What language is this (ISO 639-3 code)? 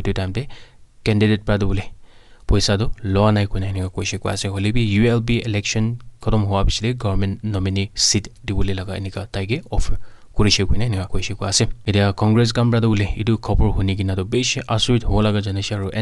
nag